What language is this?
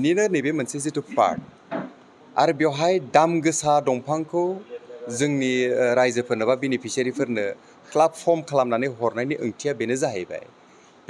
Bodo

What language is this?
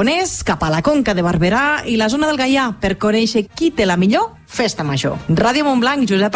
Catalan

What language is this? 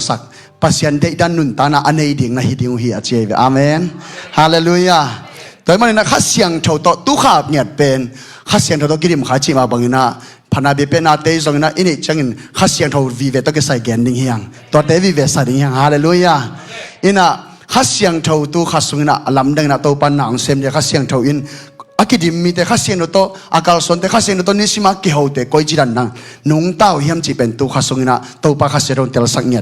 Tedim Chin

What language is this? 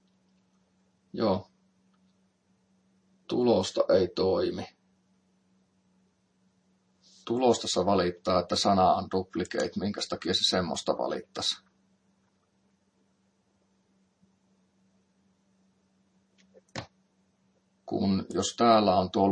Finnish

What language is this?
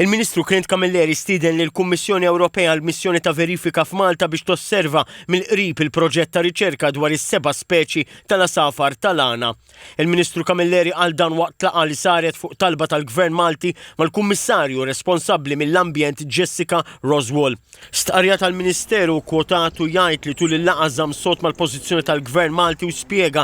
Maltese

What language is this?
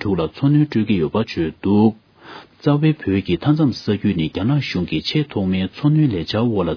Tibetan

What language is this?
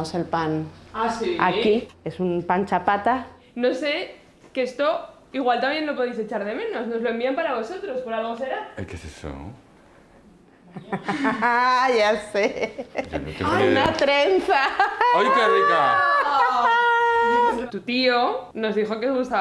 Spanish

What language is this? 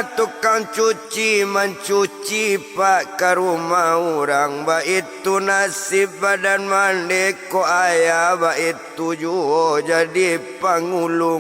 Minangkabau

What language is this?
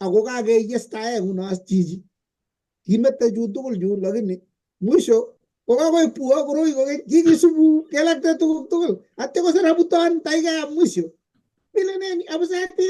Kalenjin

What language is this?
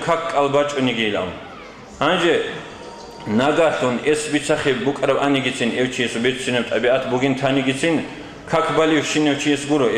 Avaric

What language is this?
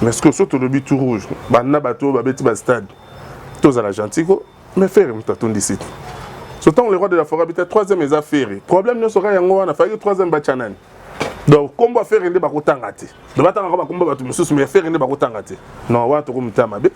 Lingala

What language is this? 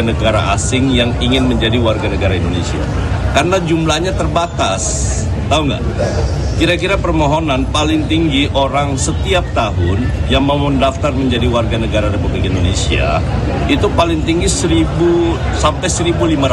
Indonesian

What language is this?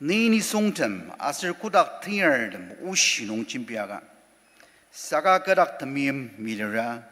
Ao Naga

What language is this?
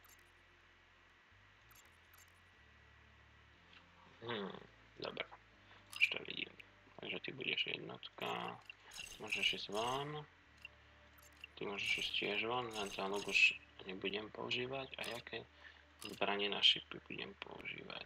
Slovak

